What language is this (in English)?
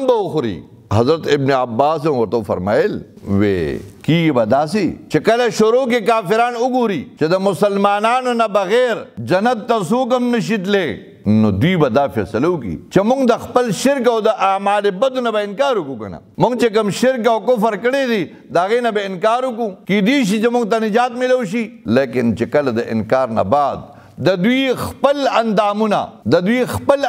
Pashto